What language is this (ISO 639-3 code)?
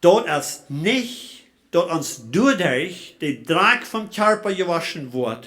pdt